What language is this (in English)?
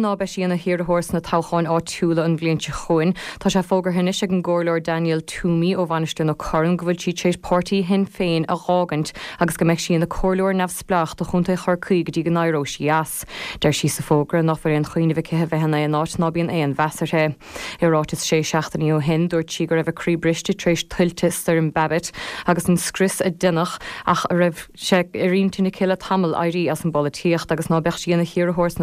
Irish